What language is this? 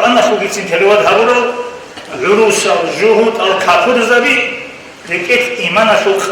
Avaric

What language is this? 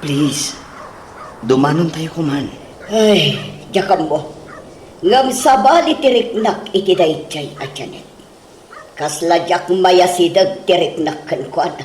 Iloko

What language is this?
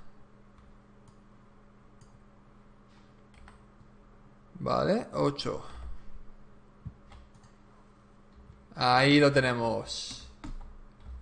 Spanish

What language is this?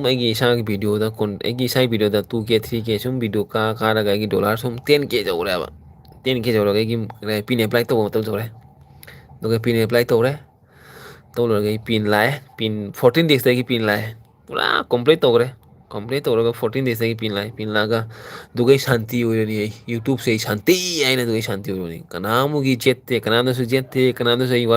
Manipuri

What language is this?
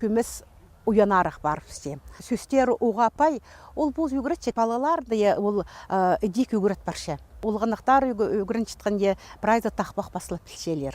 Khakas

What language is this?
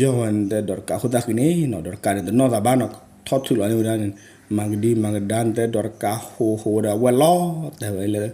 S'gaw Karen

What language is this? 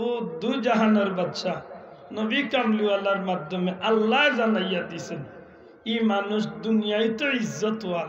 Sylheti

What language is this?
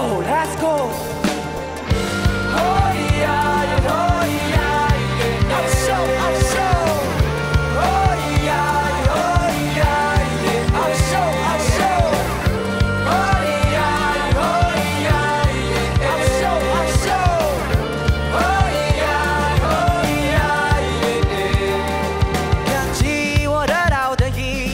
Chinese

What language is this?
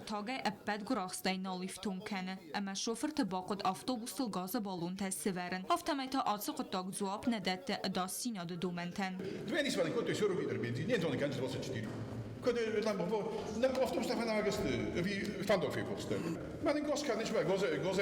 Ossetic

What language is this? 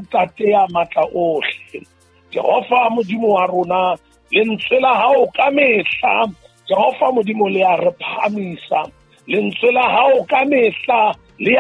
Southern Sotho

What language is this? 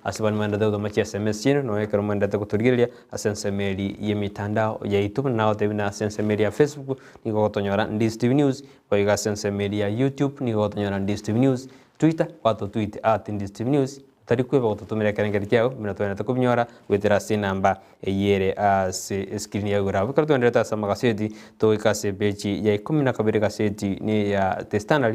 Gusii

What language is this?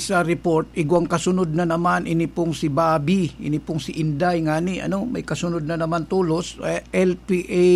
Bikol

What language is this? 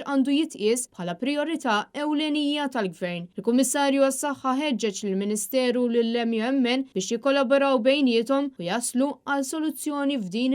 Maltese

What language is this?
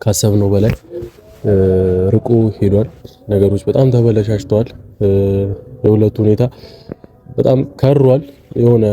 Amharic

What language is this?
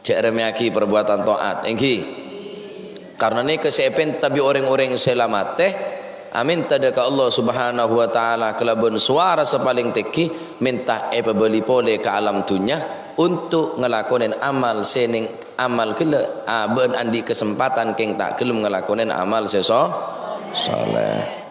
Madurese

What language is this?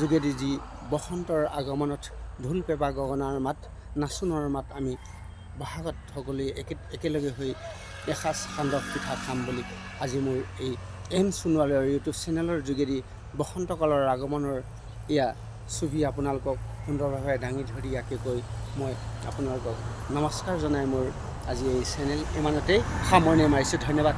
Assamese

